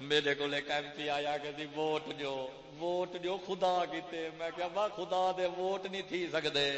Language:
Saraiki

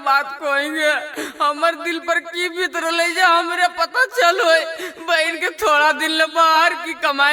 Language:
Magahi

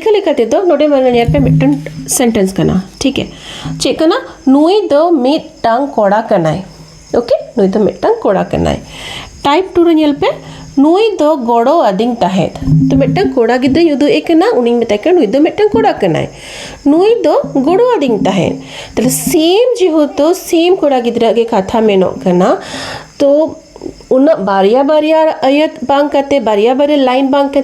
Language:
Santali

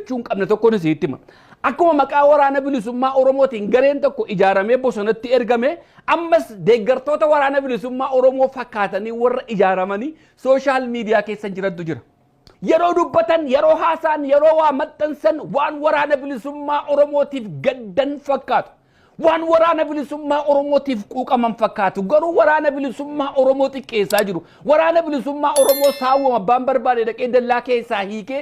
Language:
Oromo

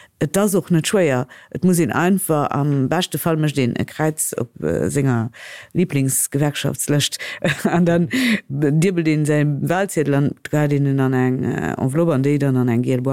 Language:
Luxembourgish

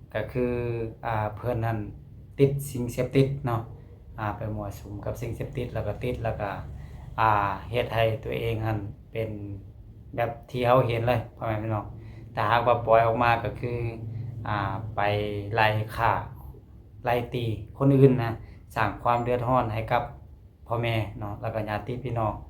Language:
Lao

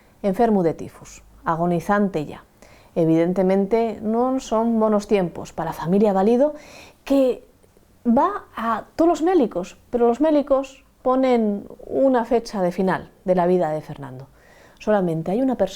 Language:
Asturian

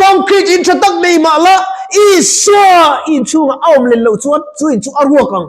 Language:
Mizo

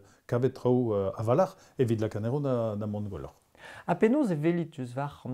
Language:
Breton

